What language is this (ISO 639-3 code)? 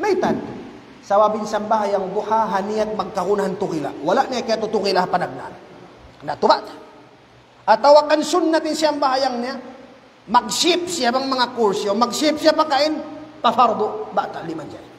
tsg